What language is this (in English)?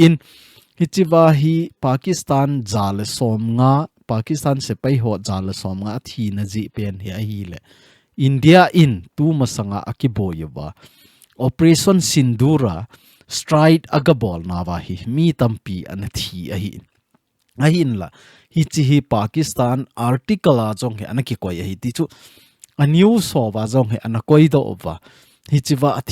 Thado Chin